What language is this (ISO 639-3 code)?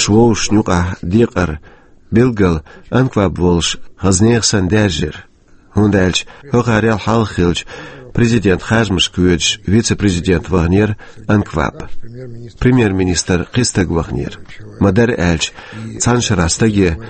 che